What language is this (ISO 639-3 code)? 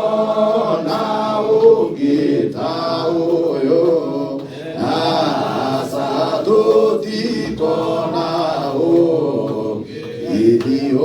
kik